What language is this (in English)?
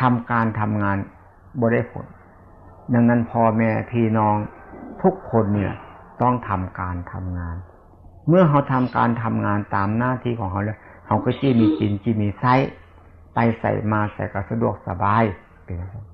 Lao